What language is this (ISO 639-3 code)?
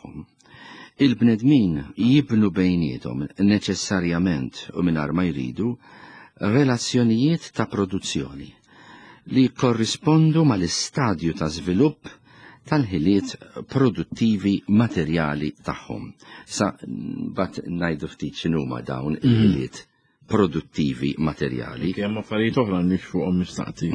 mlt